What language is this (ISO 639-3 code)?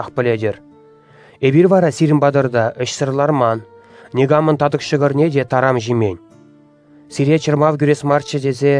chv